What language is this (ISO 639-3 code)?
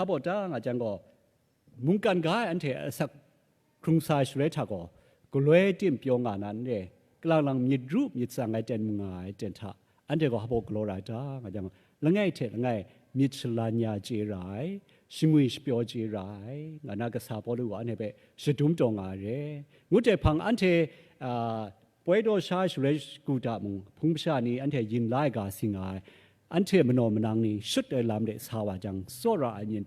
kac